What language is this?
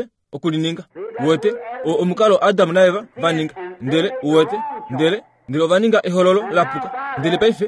Kuanyama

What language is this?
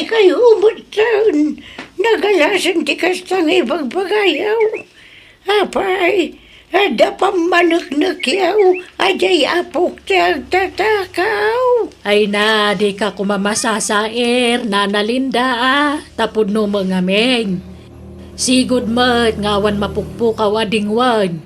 Iloko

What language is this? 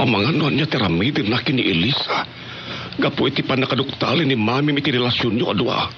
Iloko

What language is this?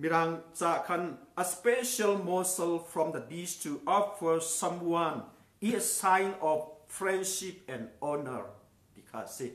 Hakha Chin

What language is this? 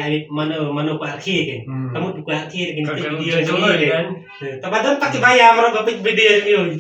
Khasi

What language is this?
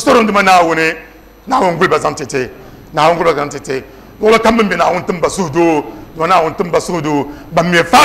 Dagbani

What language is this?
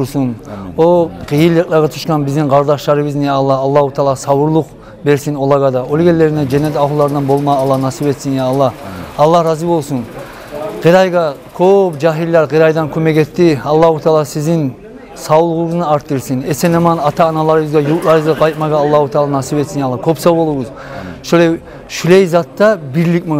Kumyk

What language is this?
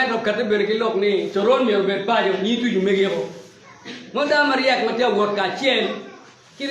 Acoli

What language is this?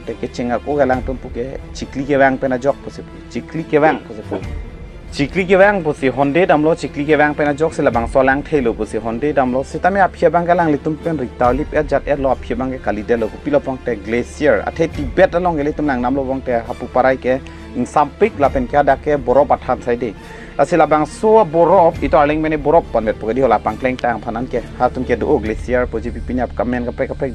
Karbi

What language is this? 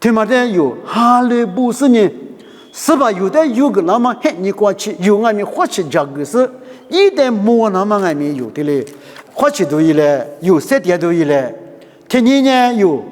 Lisu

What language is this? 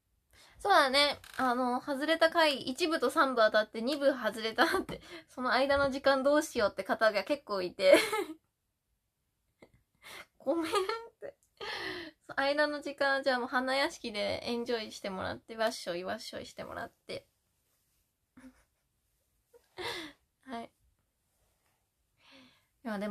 Japanese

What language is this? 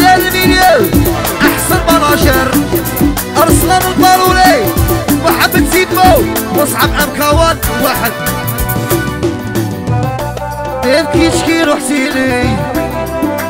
Algerian Arabic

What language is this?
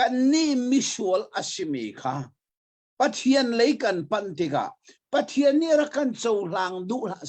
Hakha Chin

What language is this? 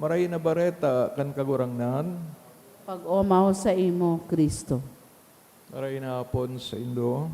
Bikol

